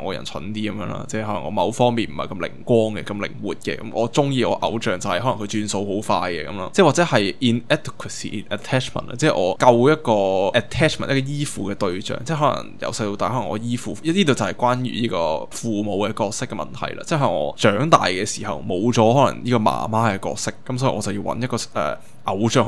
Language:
Cantonese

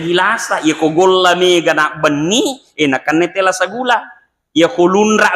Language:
Buginese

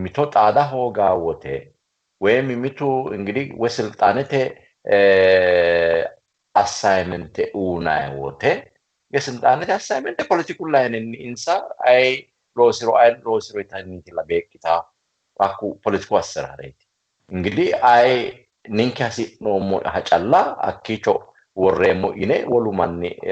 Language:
Sidamo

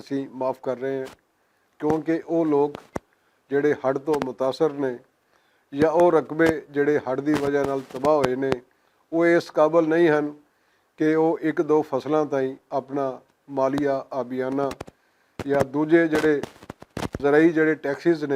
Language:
Western Panjabi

